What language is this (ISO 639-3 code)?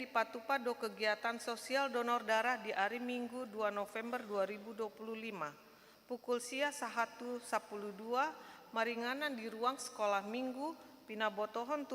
bbc